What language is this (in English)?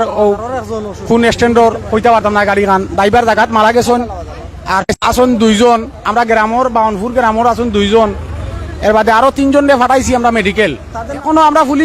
Sylheti